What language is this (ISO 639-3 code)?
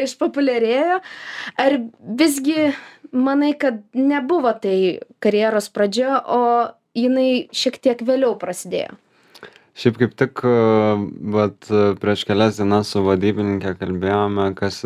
lit